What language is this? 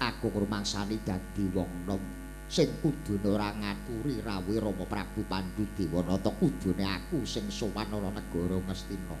Javanese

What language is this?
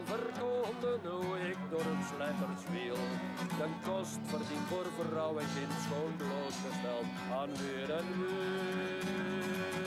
Dutch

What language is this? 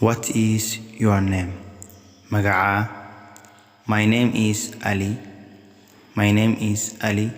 Somali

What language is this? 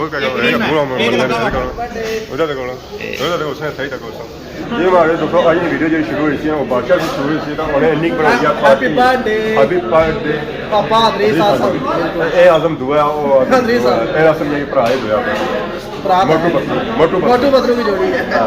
Pahari-Potwari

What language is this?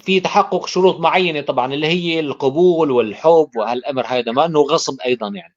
North Levantine Arabic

